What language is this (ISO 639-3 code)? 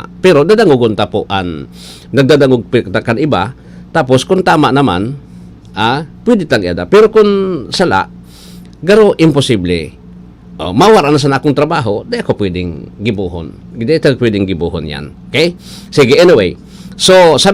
bik